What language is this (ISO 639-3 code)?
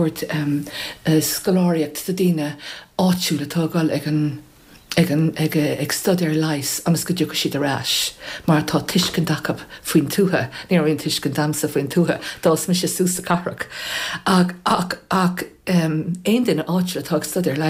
gle